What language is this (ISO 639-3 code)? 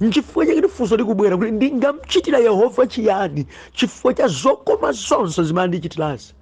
nya